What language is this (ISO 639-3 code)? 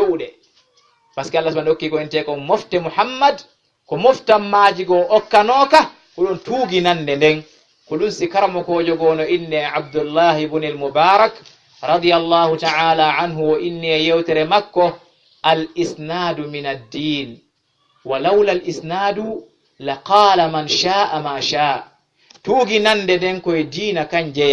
ful